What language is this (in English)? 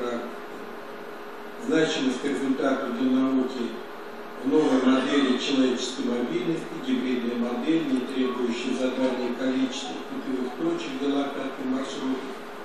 Russian